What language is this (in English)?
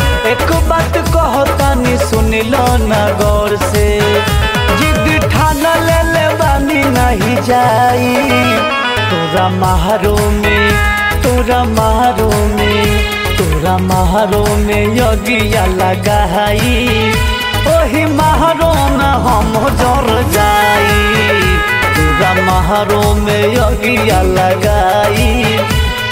Bhojpuri